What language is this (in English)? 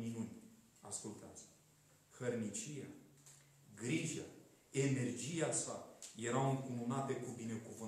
Romanian